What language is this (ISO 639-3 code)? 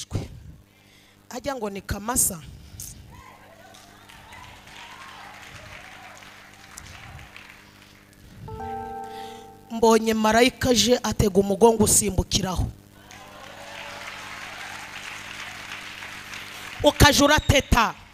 kin